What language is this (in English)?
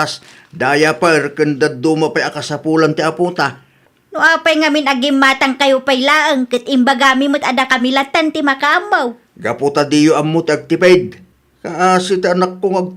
Iloko